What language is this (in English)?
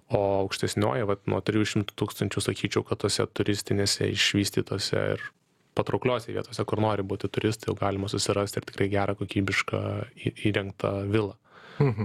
Lithuanian